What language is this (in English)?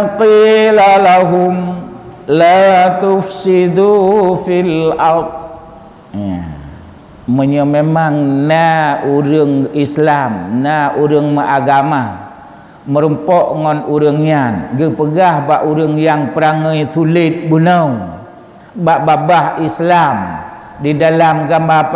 Achinese